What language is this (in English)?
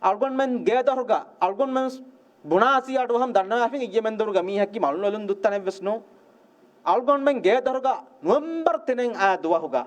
Divehi